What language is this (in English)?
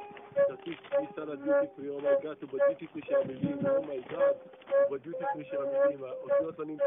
Macedonian